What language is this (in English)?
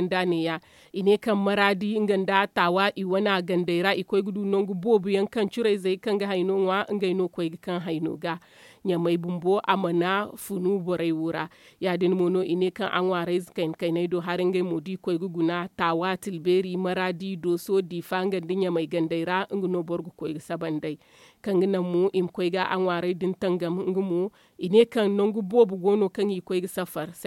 Zarma